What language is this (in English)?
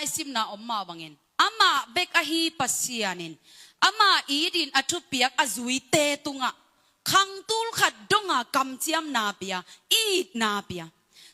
Tedim Chin